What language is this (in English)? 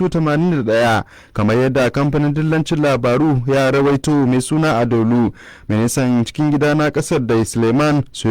Hausa